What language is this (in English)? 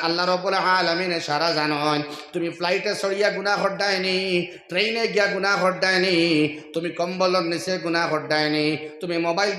Sylheti